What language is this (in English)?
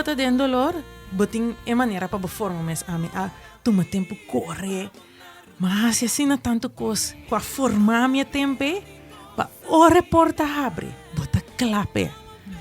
Papiamento